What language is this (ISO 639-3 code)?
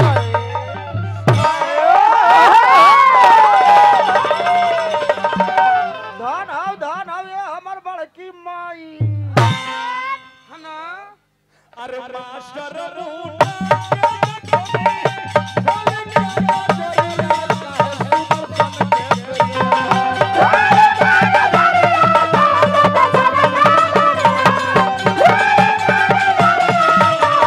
bho